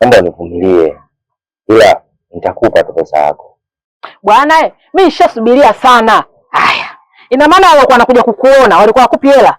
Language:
Swahili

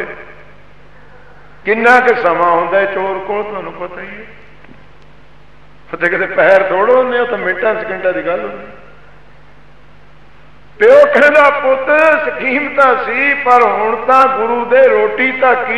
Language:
Punjabi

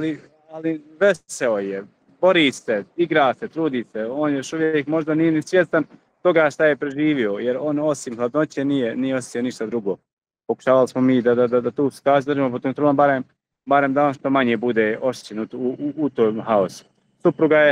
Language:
Bosnian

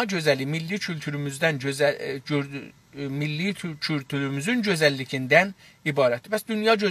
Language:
South Azerbaijani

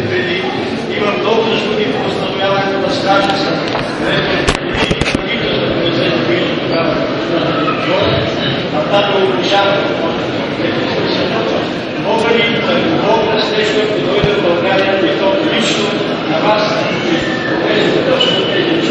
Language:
Bulgarian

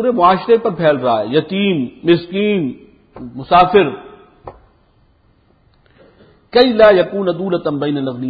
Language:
Urdu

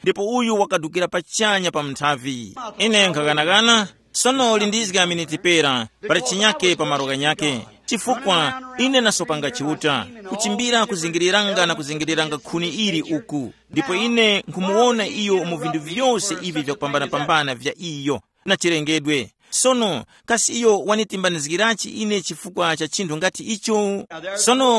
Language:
Tumbuka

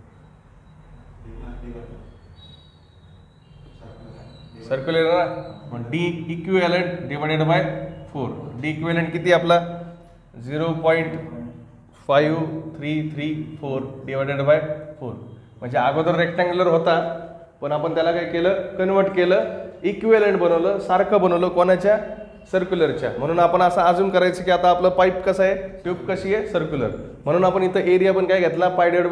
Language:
Marathi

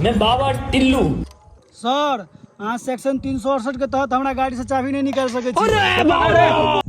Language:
Maithili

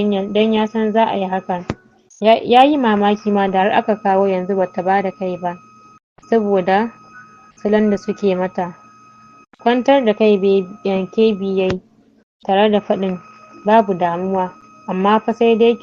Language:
Hausa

